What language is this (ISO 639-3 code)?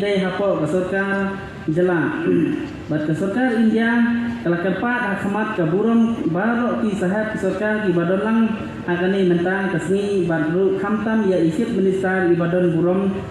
kha